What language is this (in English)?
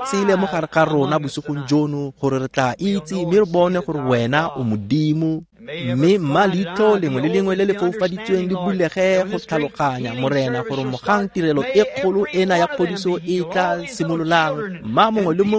Tswana